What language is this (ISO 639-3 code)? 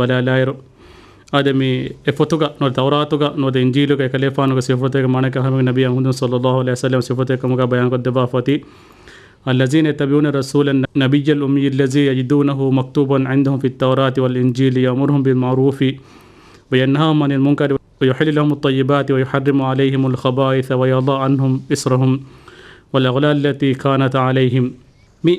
div